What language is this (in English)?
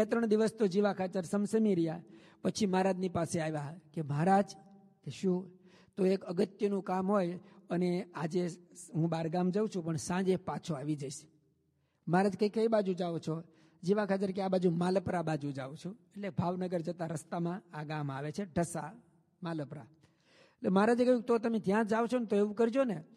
Gujarati